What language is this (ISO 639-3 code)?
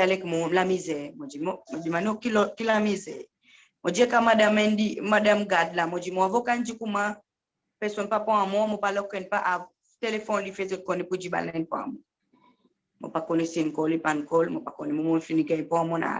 crs